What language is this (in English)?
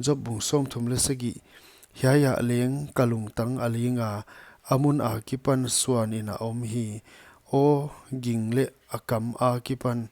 Paite Chin